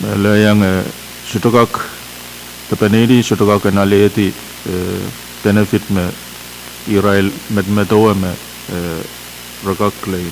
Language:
Pohnpeian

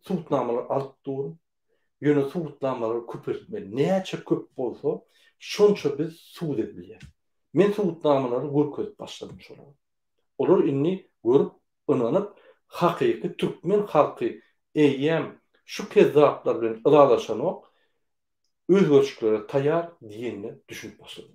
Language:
Turkmen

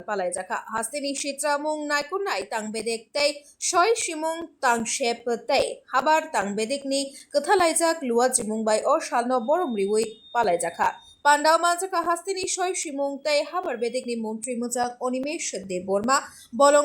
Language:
Kok Borok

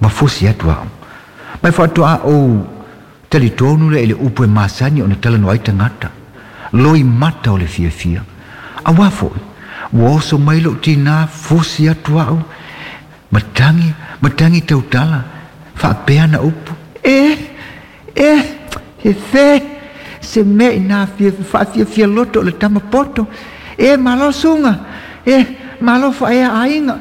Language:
Samoan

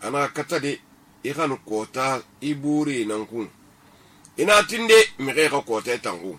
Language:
Susu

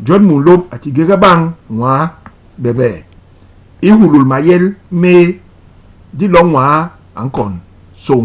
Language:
Basaa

